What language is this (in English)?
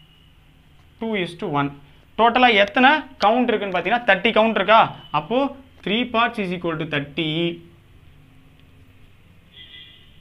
Tamil